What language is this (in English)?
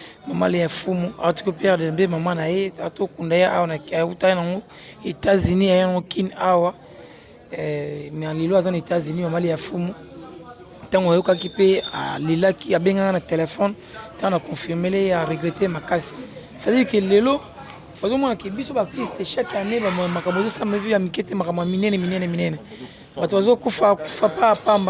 Lingala